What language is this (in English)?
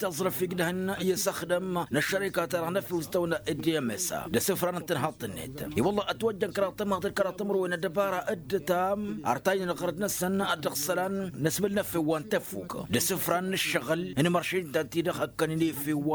Tamasheq